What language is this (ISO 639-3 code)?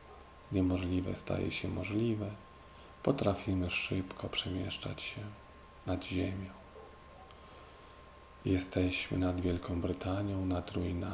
pol